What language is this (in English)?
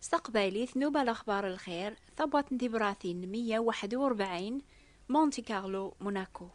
Kabyle